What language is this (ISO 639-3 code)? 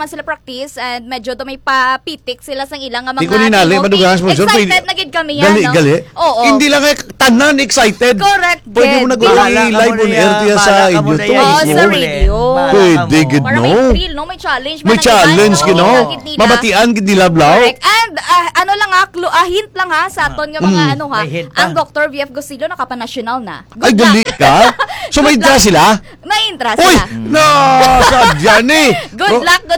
hil